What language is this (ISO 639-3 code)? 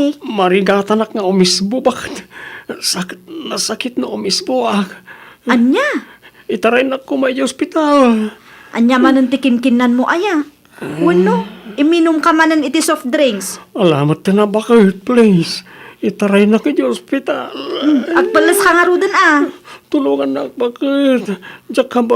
ilo